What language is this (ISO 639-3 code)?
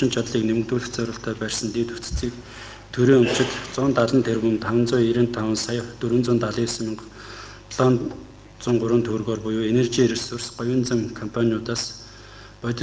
mon